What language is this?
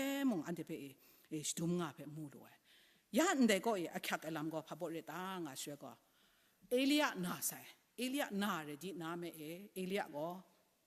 Kachin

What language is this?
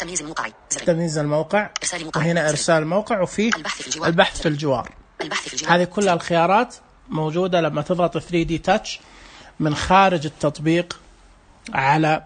Najdi Arabic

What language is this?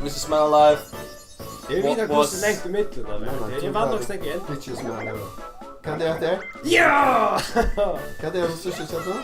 Faroese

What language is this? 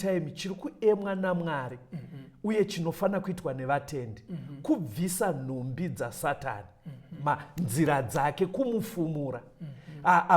Shona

